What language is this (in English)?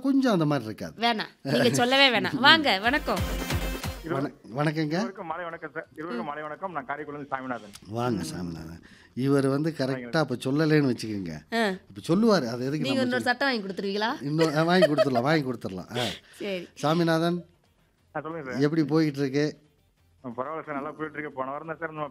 Tamil